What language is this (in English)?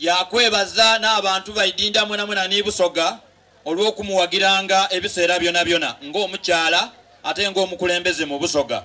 Soga